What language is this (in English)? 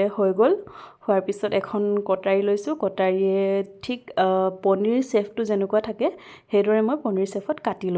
Assamese